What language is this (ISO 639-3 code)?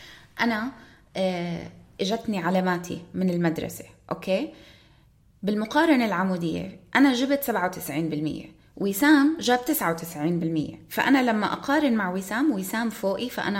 apc